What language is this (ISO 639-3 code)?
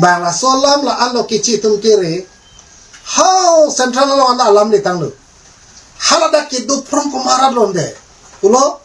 mjw